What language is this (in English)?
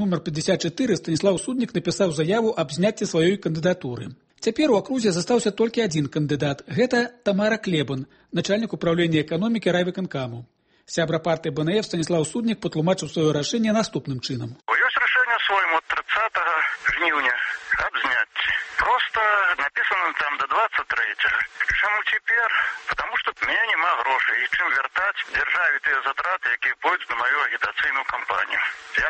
Belarusian